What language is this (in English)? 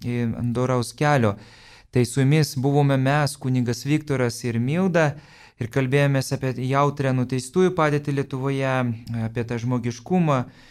Lithuanian